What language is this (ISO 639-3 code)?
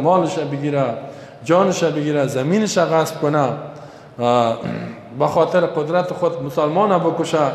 fas